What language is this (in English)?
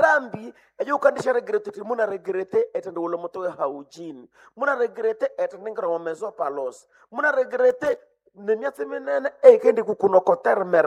Nande